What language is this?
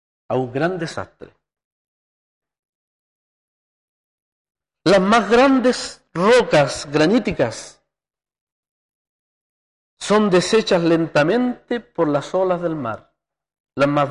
Spanish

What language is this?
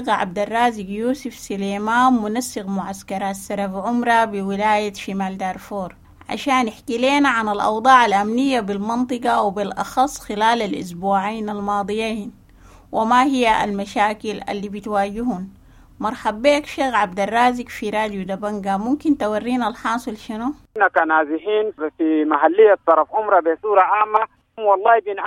Sudanese Arabic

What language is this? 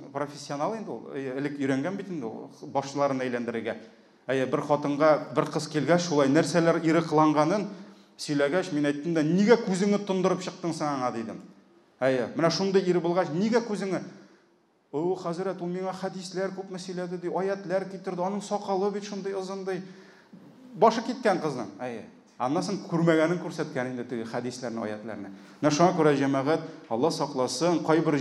Tatar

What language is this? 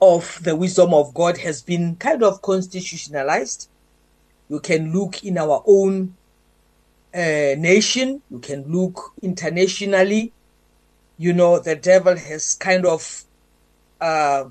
English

